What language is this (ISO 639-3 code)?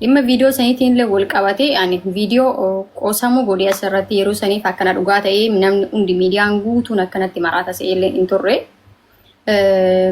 orm